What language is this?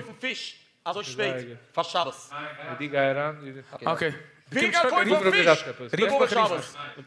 Yiddish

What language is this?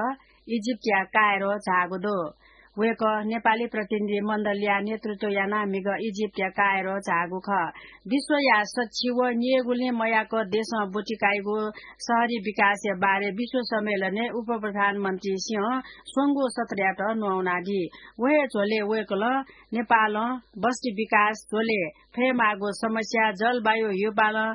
Newari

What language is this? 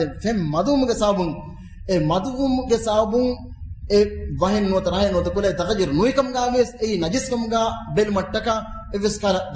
Divehi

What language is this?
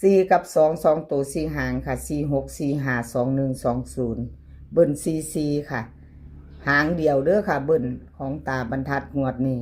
Northeastern Thai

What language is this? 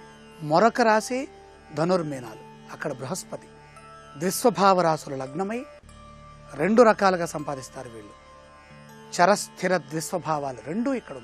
Telugu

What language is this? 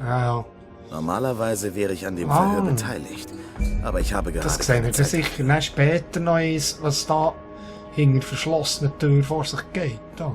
Swiss German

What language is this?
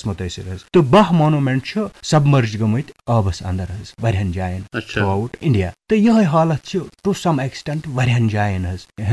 Kashmiri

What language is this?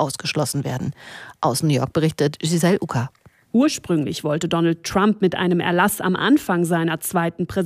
German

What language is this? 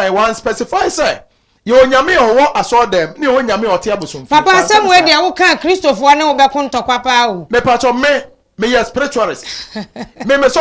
Akan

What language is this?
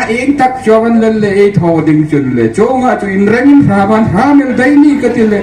Hmar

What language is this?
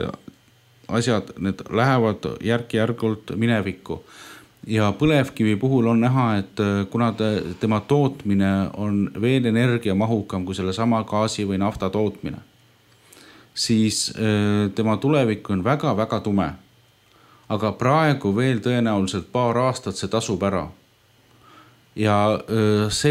Estonian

